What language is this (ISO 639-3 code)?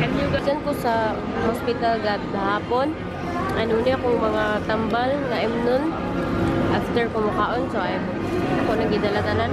ceb